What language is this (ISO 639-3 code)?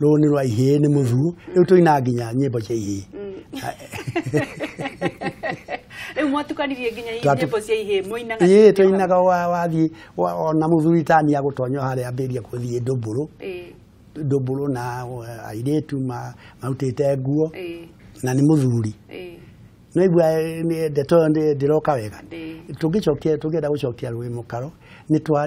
kik